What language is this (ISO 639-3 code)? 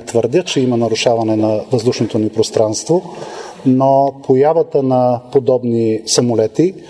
bul